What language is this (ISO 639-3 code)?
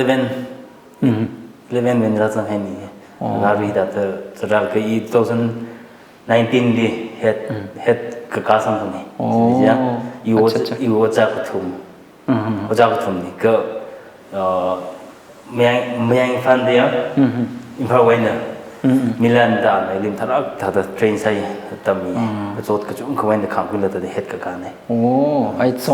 nmf